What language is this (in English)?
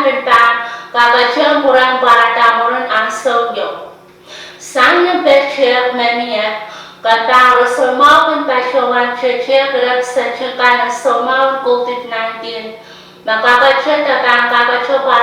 Pohnpeian